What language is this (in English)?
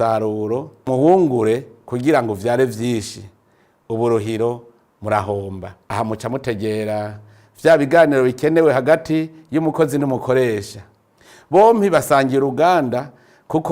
Rundi